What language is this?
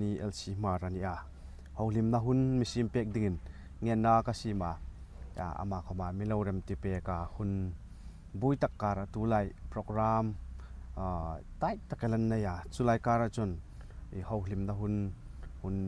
Hmar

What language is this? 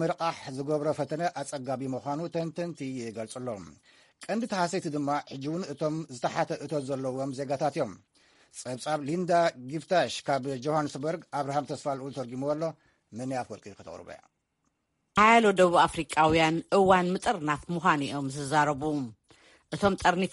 Tigrinya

